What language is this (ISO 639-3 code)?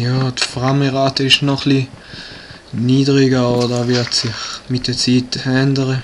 gsw